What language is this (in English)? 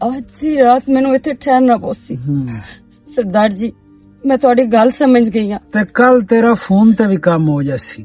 Western Panjabi